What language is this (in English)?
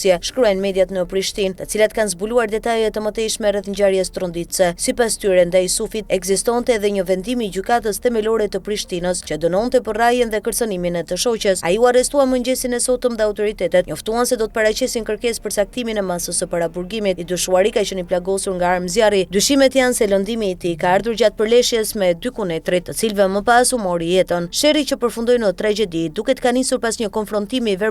Albanian